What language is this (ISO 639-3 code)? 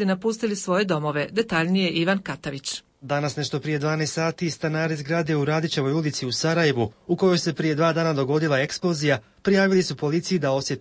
hrv